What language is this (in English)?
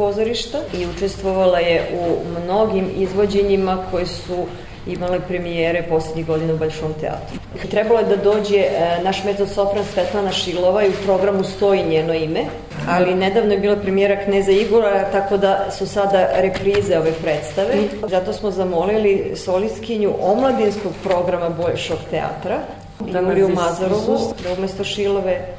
Serbian